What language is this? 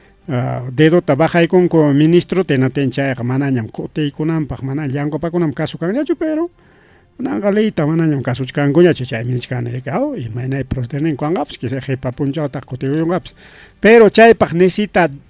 Ayacucho Quechua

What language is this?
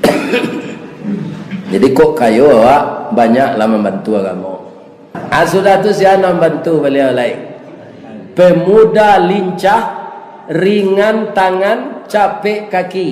Minangkabau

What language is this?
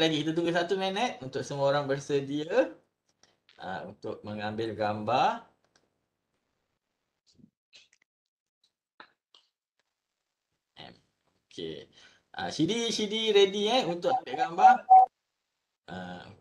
Malay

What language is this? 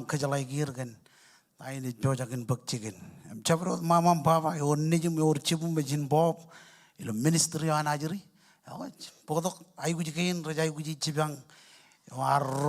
Marshallese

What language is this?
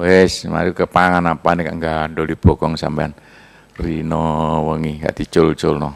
Javanese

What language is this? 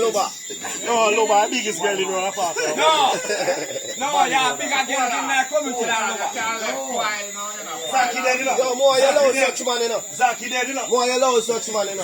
Jamaican Creole English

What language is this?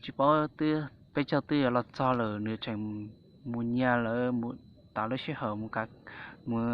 Hmong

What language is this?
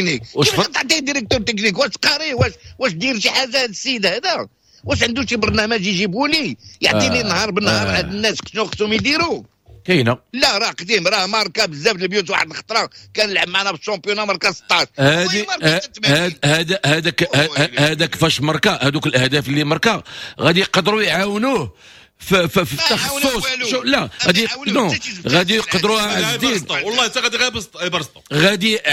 Moroccan Arabic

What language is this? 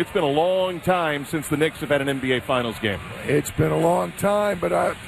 English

